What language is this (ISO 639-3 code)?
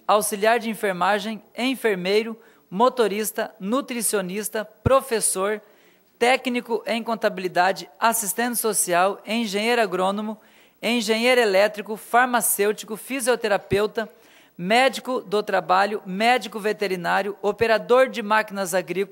por